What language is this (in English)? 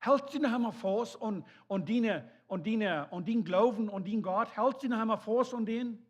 Plautdietsch